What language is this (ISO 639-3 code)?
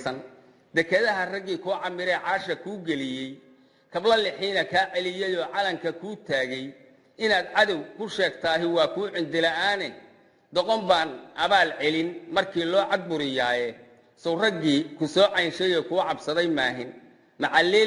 som